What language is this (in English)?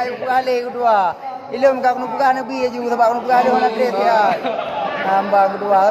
Achinese